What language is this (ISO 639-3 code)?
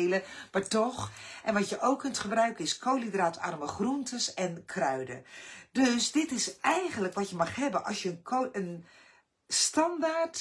nld